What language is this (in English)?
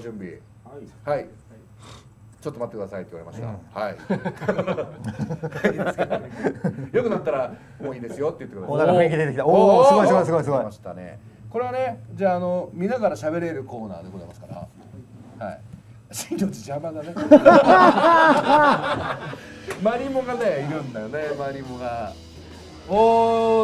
Japanese